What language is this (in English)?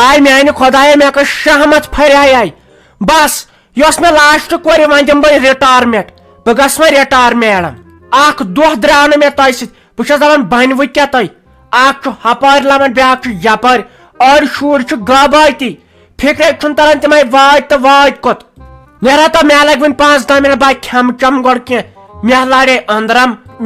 Kashmiri